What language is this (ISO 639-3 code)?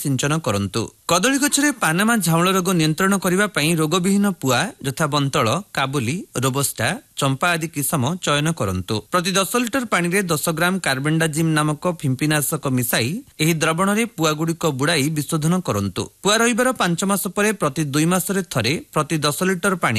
ori